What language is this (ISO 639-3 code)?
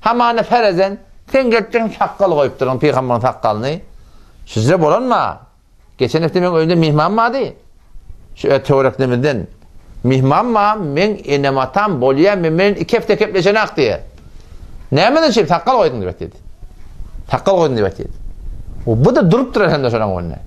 tuk